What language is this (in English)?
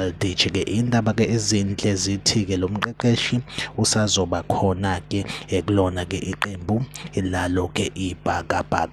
Zulu